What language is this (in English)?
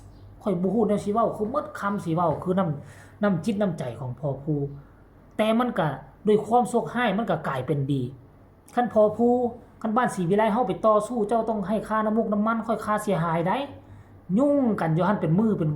Northeastern Thai